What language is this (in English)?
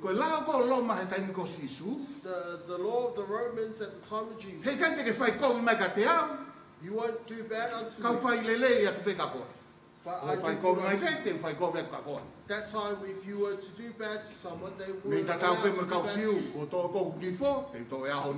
Tongan